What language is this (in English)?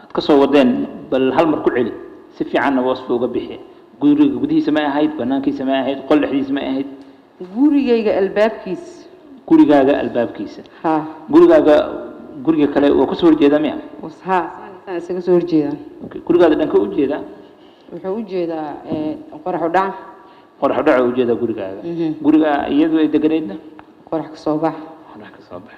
Somali